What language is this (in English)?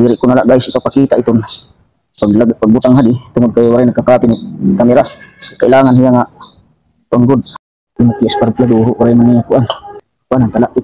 Waray